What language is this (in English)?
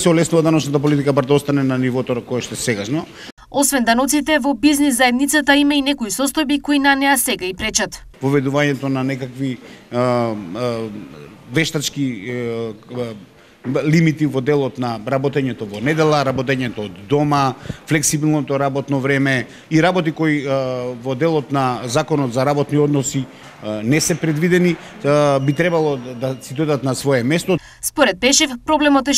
Macedonian